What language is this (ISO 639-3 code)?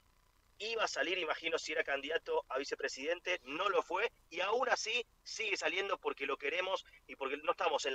spa